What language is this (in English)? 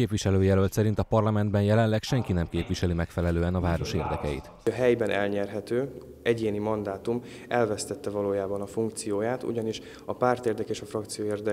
Hungarian